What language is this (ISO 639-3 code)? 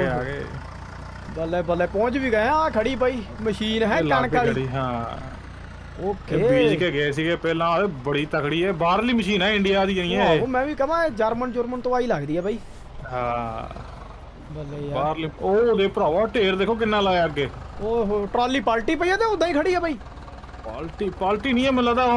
pan